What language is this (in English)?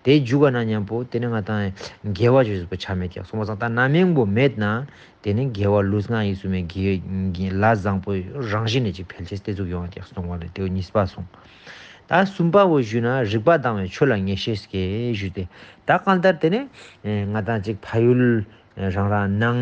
Ladakhi